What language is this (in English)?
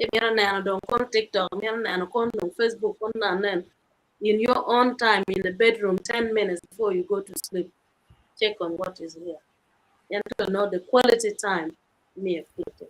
Acoli